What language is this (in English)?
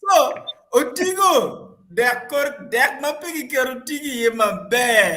Acoli